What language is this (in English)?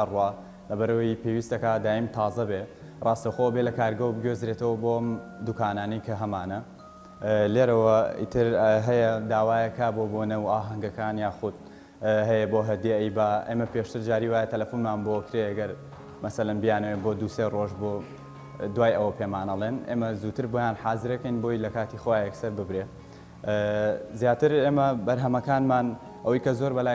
Central Kurdish